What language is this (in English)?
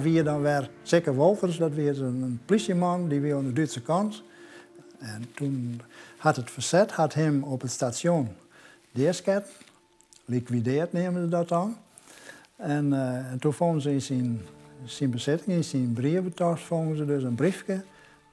Western Frisian